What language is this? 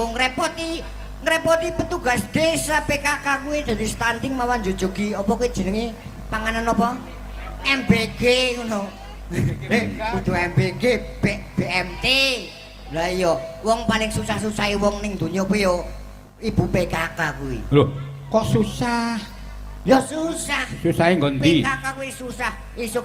Javanese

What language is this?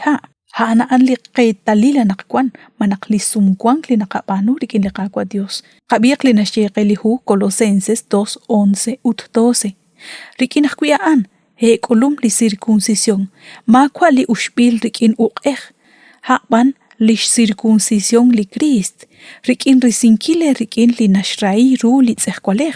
Kekchí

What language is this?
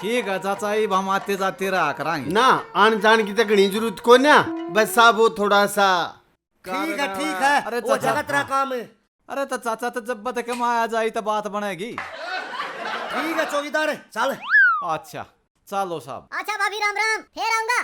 Haryanvi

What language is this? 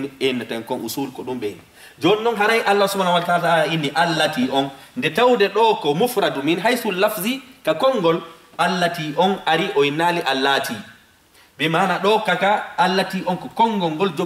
Fula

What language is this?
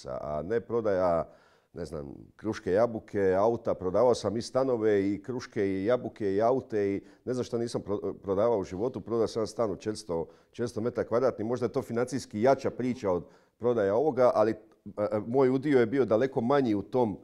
Croatian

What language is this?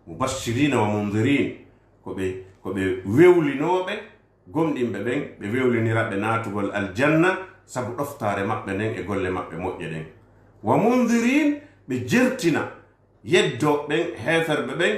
Fula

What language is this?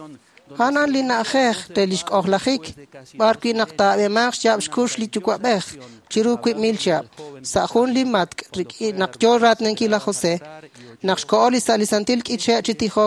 Kekchí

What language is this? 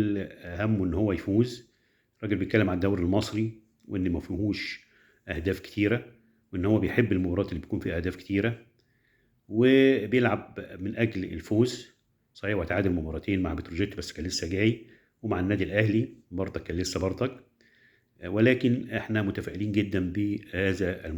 Egyptian Arabic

